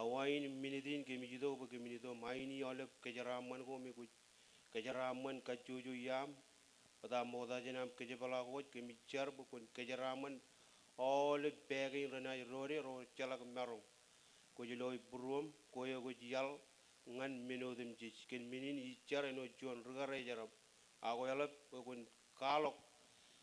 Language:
Marshallese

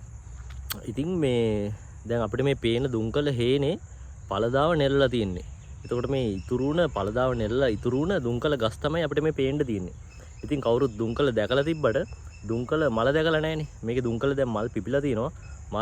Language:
Sinhala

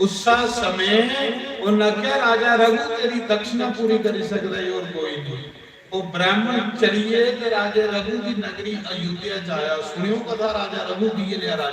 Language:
Dogri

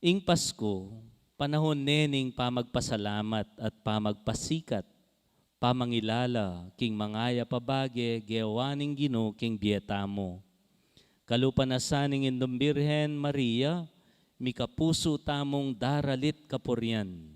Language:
Pampanga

